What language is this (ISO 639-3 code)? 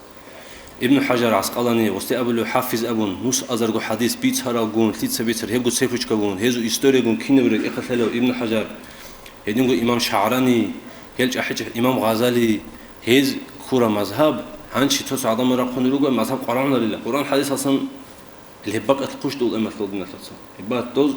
ava